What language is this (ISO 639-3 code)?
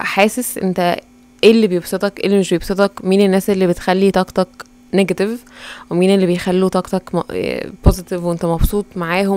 arz